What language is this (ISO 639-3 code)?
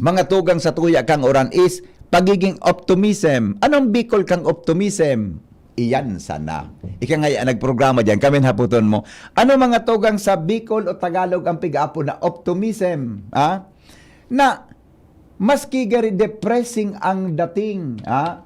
bik